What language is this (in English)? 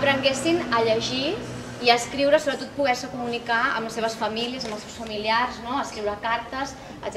Catalan